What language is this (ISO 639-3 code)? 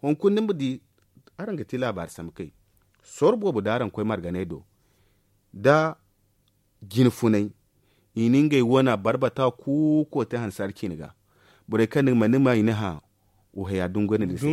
dje